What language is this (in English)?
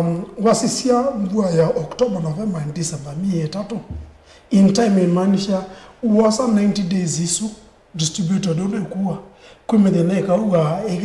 Kamba